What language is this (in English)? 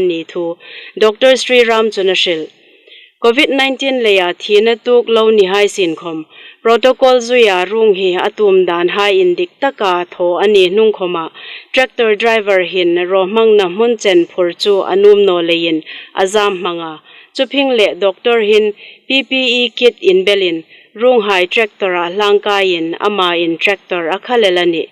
Hmar